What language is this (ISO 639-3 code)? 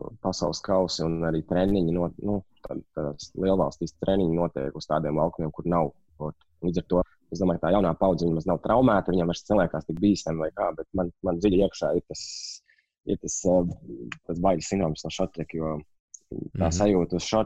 lav